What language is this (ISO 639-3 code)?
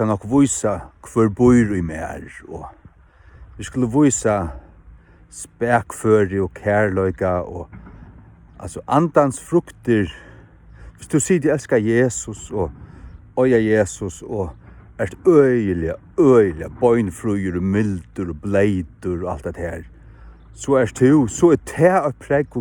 fao